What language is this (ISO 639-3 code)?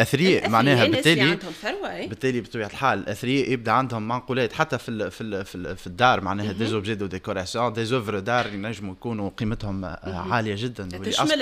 aeb